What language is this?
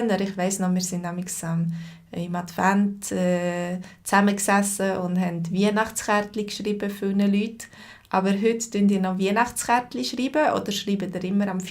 Swiss German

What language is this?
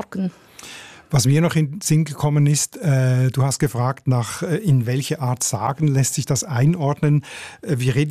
German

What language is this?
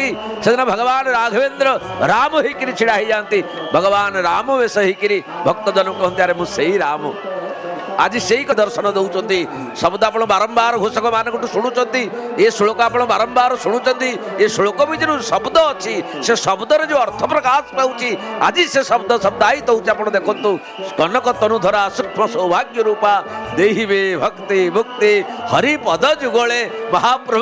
Odia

